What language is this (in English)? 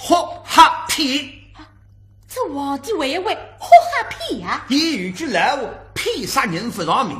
Wu Chinese